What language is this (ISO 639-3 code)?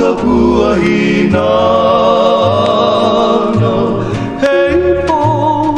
haw